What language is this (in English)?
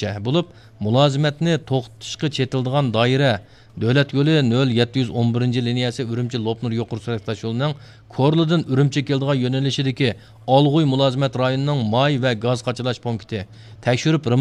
Uyghur